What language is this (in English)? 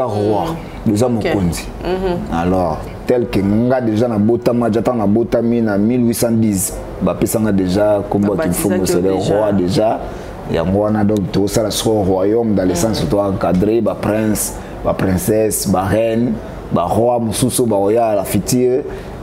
Lingala